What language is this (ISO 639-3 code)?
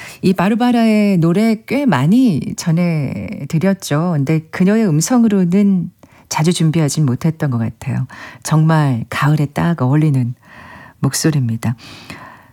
kor